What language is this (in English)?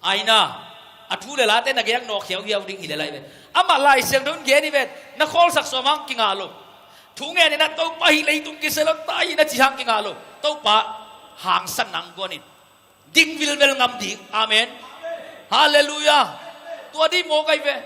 Tedim Chin